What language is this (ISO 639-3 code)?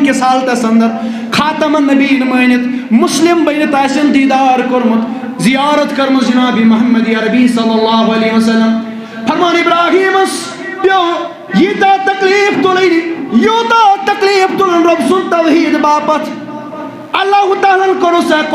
kas